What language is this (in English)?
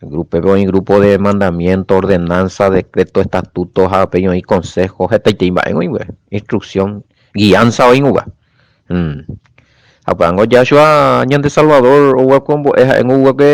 Guarani